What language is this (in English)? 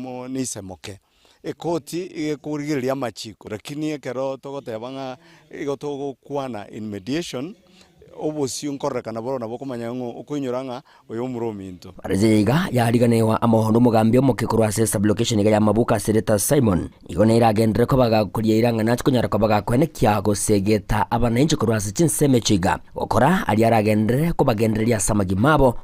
Gusii